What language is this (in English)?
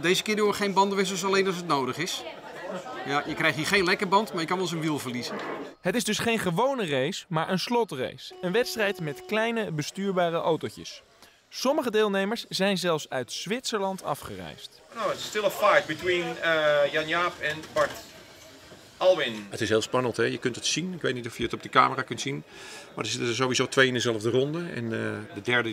Dutch